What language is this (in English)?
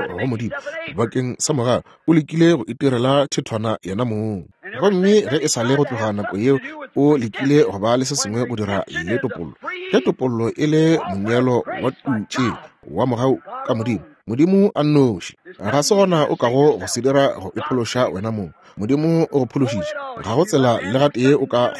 Northern Sotho